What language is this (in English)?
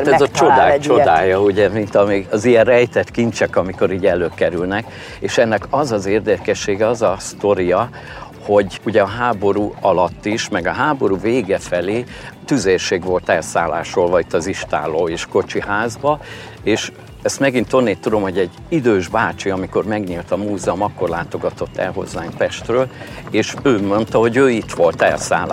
Hungarian